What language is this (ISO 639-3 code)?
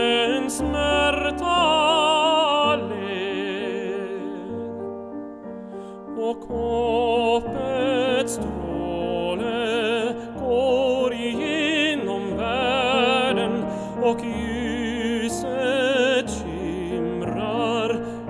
swe